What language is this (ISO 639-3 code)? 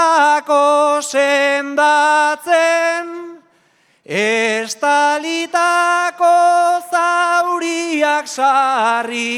eus